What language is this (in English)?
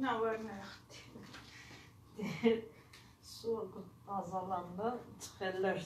South Azerbaijani